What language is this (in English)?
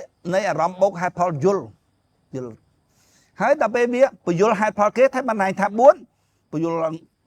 Khmer